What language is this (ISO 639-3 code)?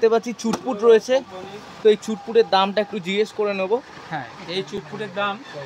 ben